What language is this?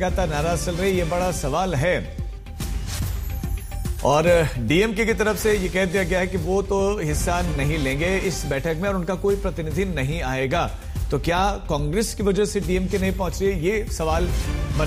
Hindi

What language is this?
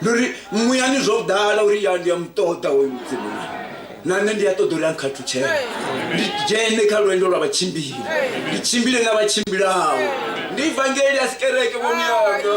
Venda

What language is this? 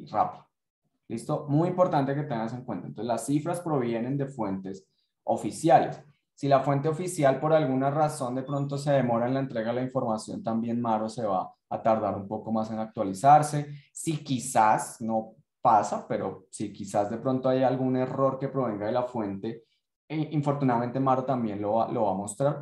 Spanish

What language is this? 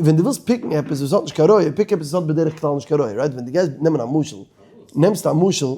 Yiddish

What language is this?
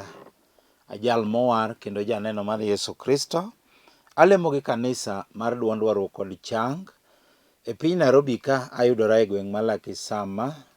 Luo (Kenya and Tanzania)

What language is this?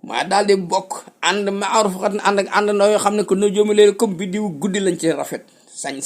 Wolof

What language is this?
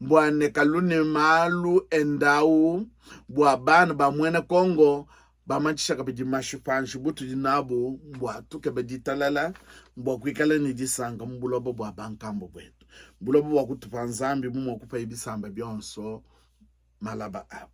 Luba-Lulua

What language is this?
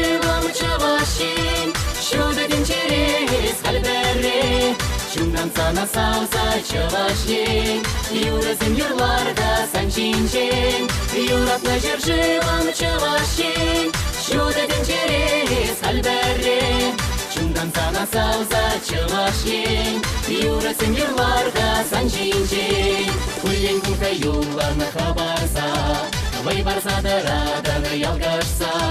Chuvash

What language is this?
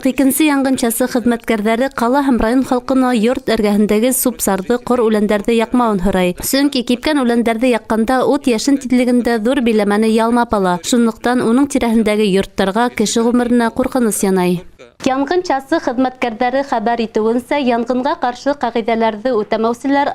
Bashkir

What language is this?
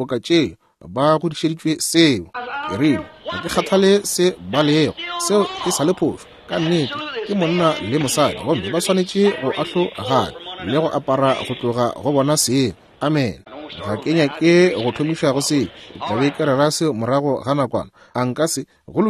Northern Sotho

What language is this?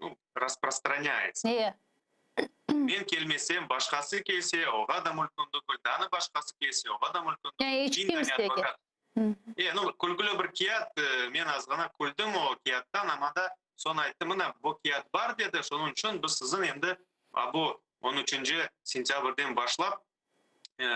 Crimean Tatar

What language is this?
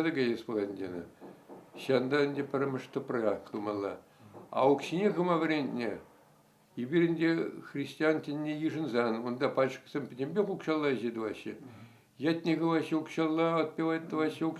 Chuvash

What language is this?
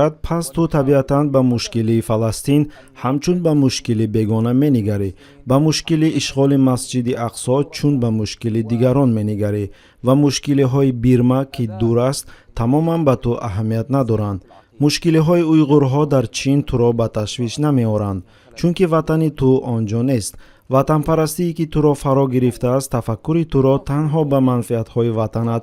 Tajik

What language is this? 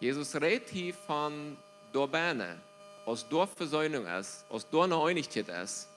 Plautdietsch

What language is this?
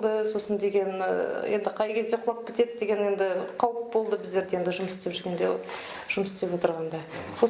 Kazakh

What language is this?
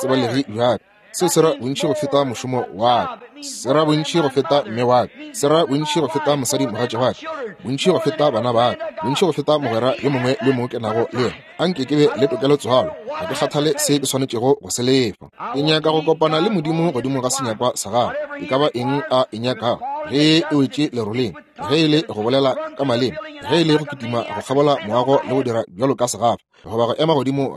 Northern Sotho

